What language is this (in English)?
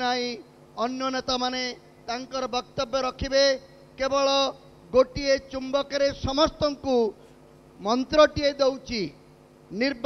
Odia